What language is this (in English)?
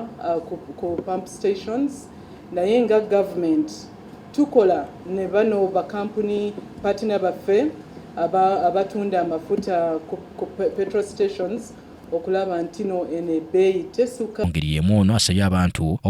Ganda